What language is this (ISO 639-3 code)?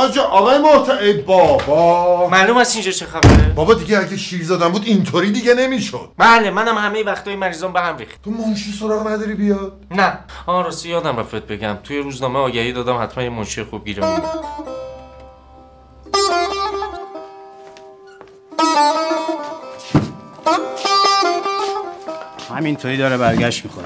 fas